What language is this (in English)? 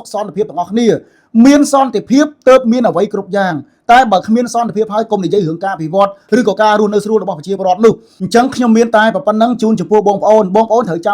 Khmer